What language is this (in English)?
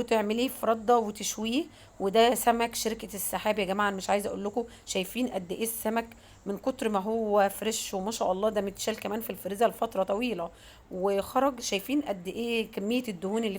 Egyptian Arabic